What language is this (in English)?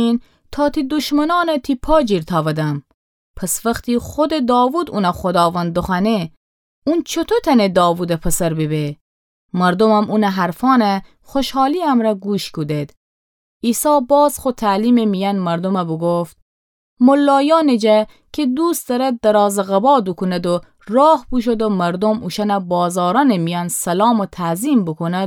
Gilaki